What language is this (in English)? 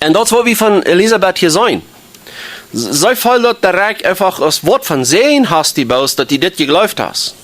Plautdietsch